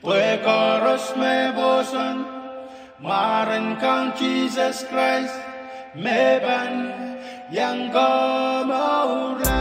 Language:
Pohnpeian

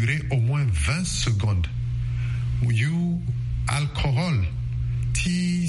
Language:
Sango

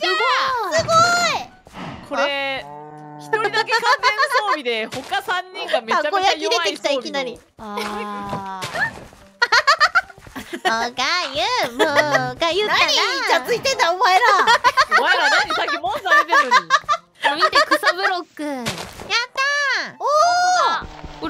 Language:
Japanese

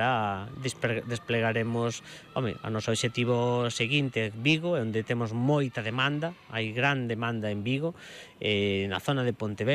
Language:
Galician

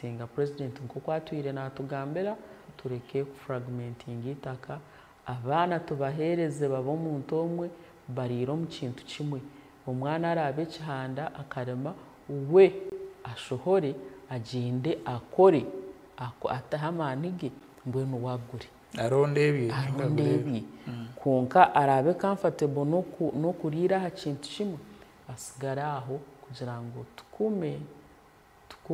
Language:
Nyankole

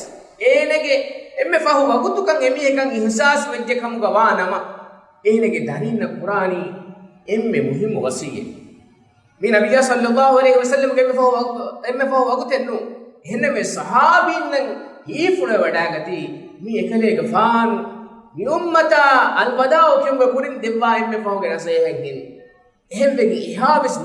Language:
Divehi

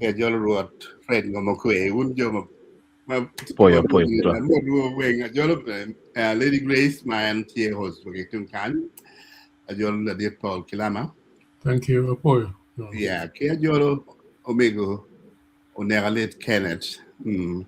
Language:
Acoli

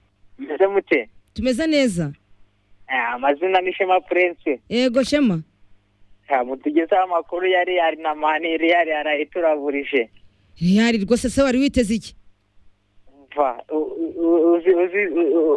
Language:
Kinyarwanda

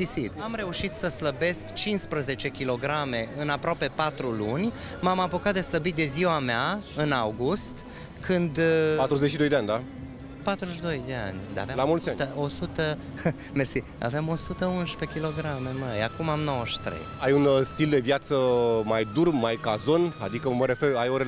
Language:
Romanian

